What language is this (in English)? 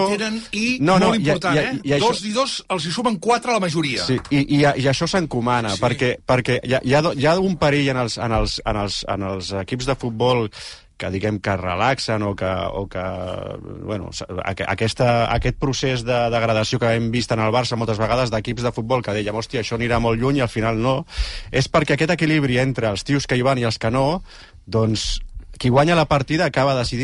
Catalan